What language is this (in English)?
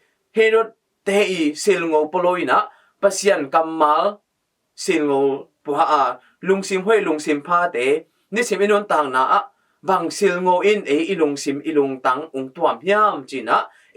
Tedim Chin